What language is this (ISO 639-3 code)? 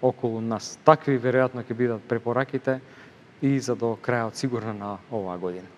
mkd